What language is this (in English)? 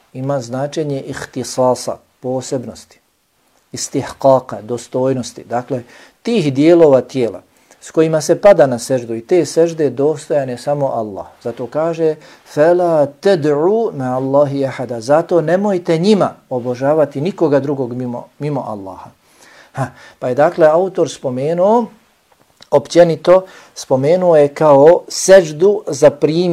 Bosnian